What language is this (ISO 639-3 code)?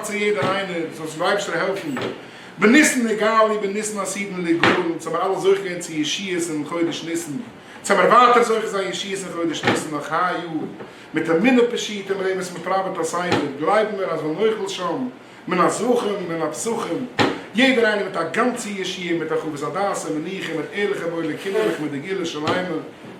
yid